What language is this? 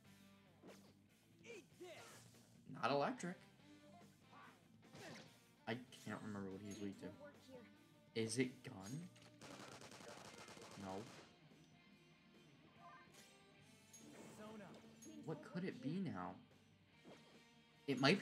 English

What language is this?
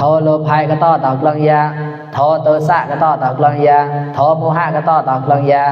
Mon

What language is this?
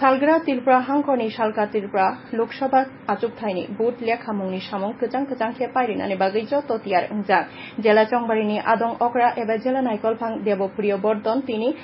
Kok Borok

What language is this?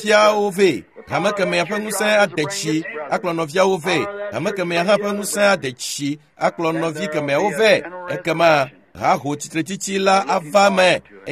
Ewe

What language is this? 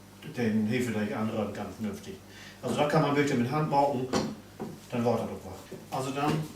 Low German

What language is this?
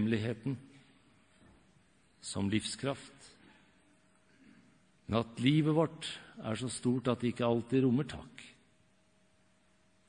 Norwegian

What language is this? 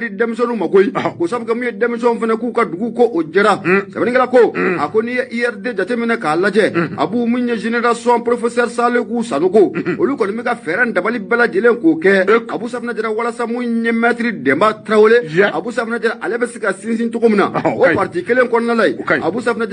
Bambara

